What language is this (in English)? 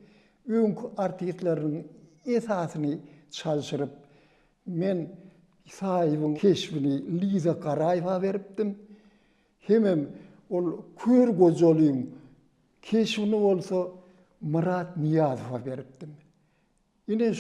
Turkmen